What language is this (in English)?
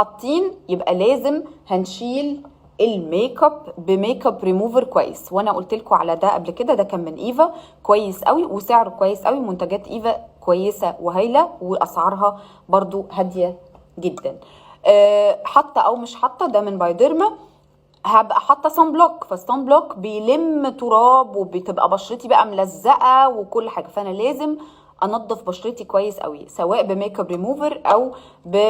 Egyptian Arabic